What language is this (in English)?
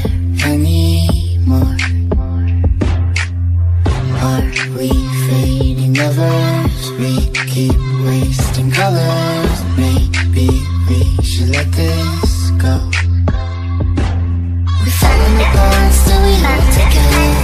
English